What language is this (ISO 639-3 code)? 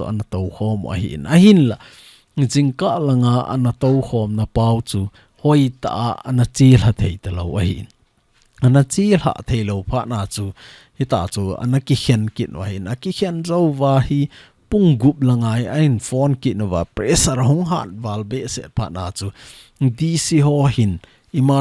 tcz